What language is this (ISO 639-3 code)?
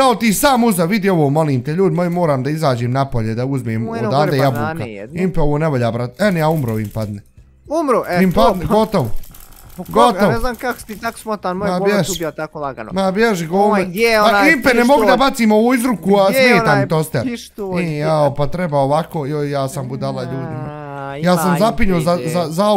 bos